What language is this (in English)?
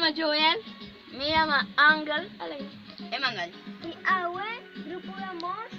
Papiamento